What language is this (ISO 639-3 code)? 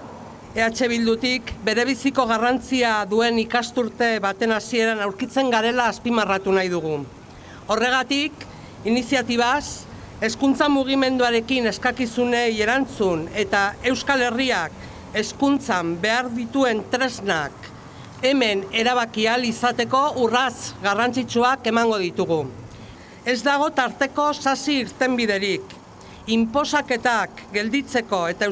eus